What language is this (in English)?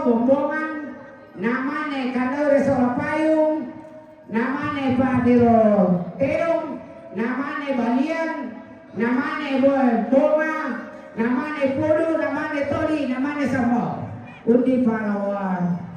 Toraja-Sa'dan